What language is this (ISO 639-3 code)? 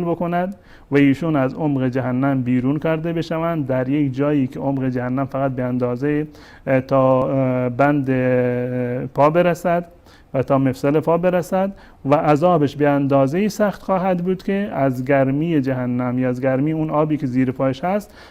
fas